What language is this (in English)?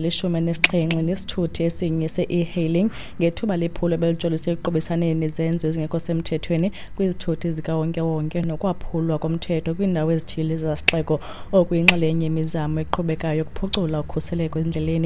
Xhosa